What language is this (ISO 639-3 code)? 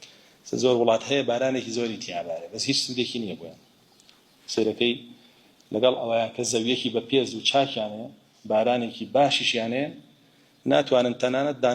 ckb